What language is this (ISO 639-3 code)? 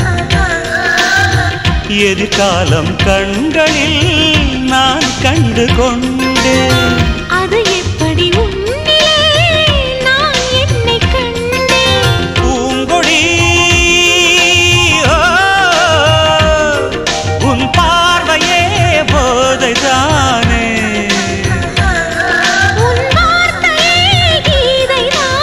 tam